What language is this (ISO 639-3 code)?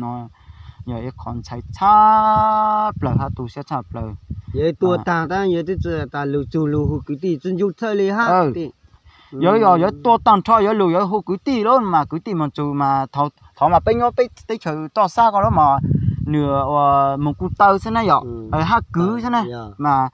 hmn